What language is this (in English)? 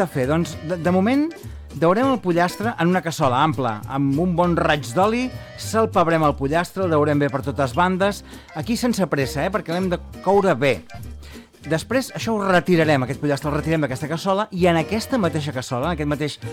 Catalan